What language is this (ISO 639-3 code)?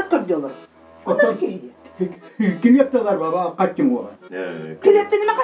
sah